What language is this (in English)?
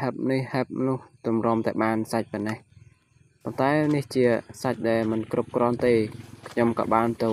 Khmer